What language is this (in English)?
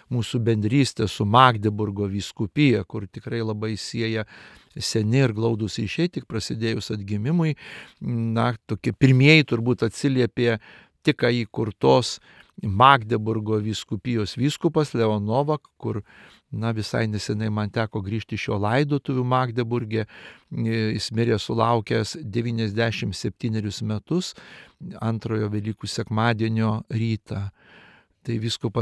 Lithuanian